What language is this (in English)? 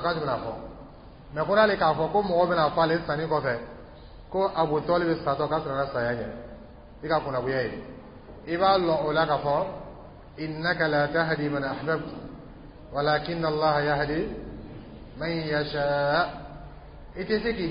Dyula